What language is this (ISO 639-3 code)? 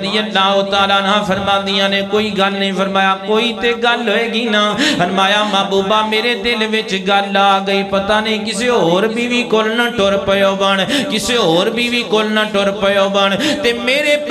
lah